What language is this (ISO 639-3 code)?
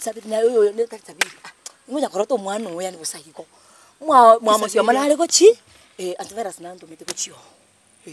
guz